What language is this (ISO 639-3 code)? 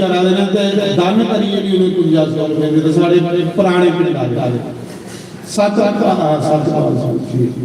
doi